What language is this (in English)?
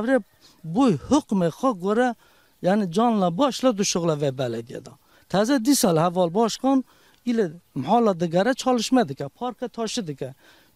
Kurdish